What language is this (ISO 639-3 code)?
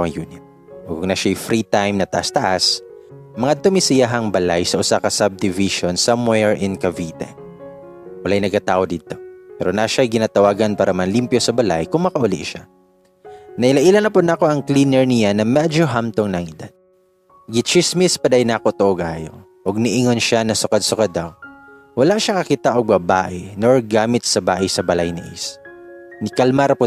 ceb